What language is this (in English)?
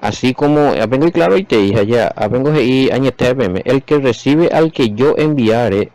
Guarani